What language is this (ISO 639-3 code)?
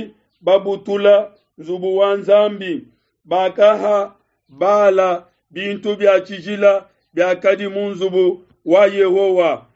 lua